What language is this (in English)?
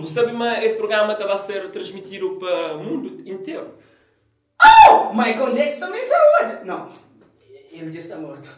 Kabuverdianu